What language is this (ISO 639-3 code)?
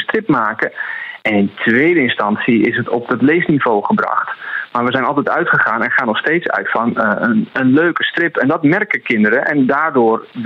nld